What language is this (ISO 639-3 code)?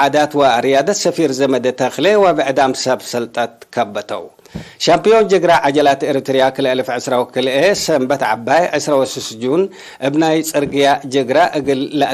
tig